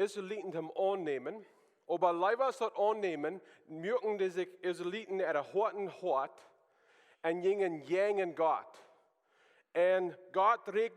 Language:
Plautdietsch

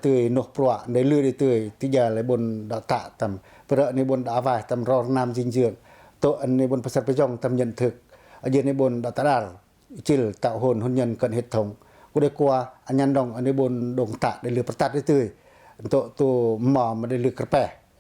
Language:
Pacoh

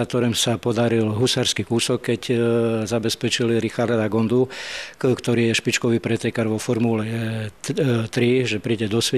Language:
Slovak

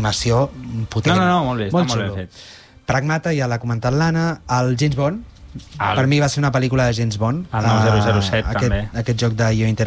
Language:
Catalan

